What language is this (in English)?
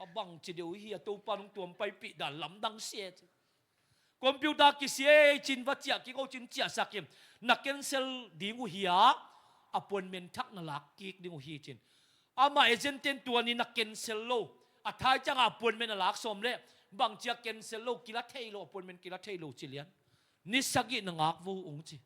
Tedim Chin